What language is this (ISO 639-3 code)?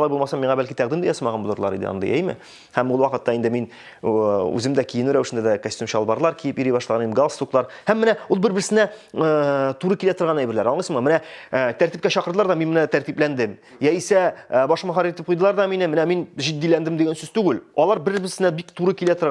tat